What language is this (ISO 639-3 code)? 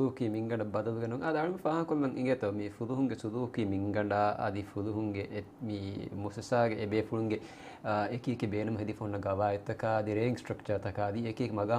div